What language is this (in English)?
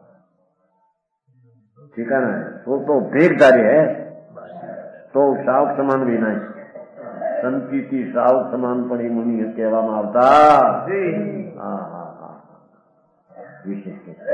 Gujarati